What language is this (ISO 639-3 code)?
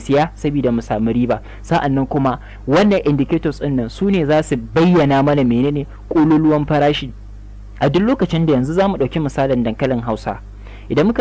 hau